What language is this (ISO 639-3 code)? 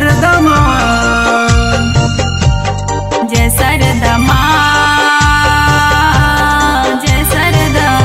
bho